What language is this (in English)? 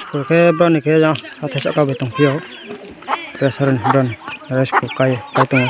Riang (India)